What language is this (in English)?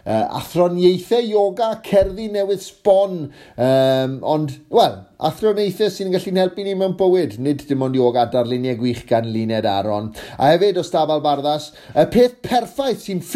Welsh